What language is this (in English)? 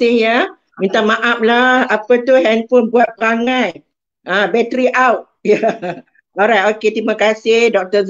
Malay